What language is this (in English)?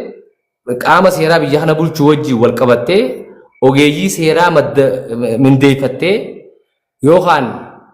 Oromo